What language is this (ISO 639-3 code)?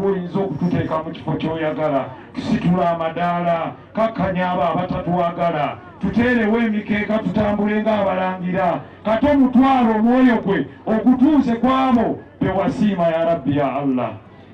lug